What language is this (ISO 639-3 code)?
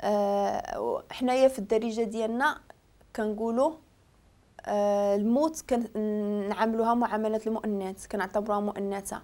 ary